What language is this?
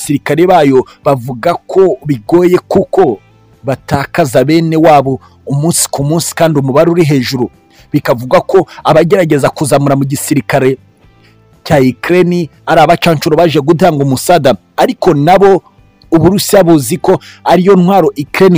Kinyarwanda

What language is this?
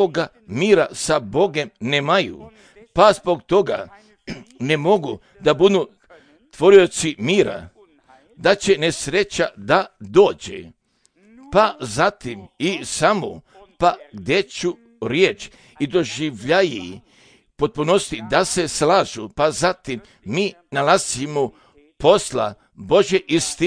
Croatian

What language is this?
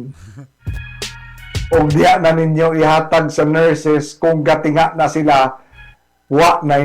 Cebuano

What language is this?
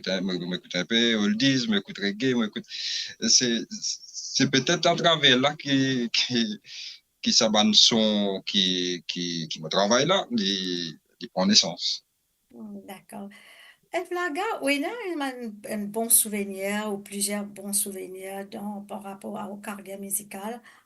Morisyen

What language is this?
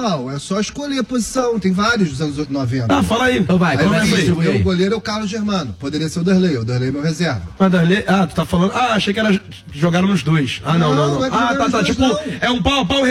Portuguese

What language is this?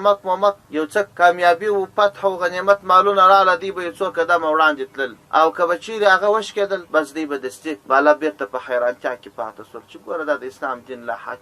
Pashto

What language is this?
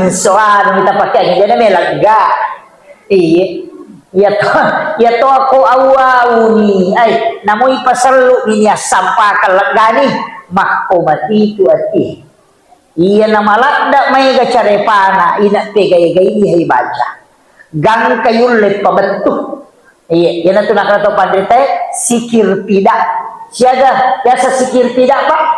Buginese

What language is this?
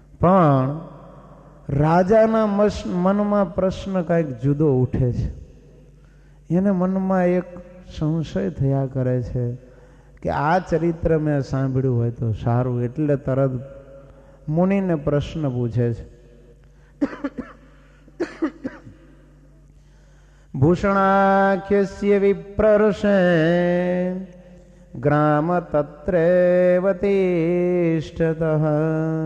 Gujarati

